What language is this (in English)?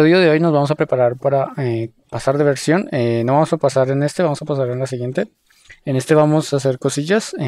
Spanish